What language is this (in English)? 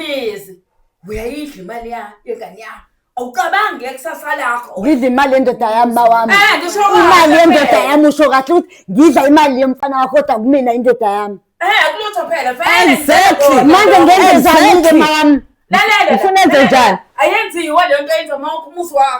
Zulu